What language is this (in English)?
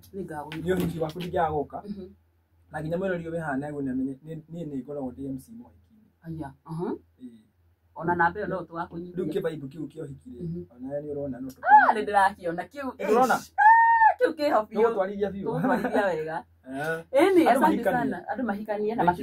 Kikuyu